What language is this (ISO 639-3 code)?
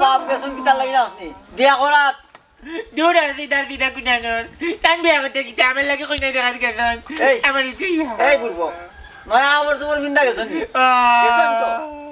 syl